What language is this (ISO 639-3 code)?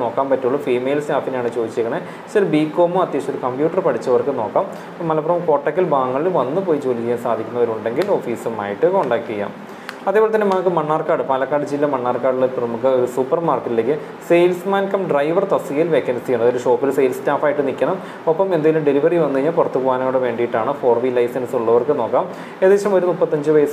mal